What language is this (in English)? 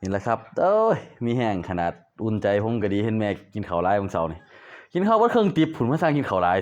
Lao